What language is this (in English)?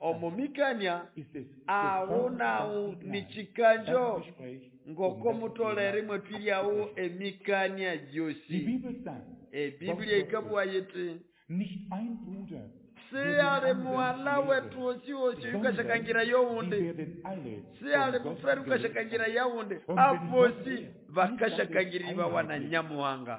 Nande